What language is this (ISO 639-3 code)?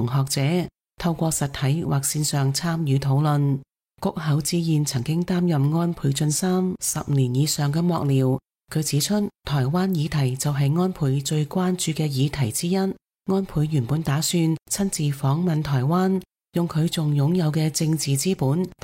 yue